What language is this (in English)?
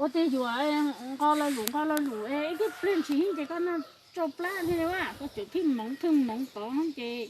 Hmong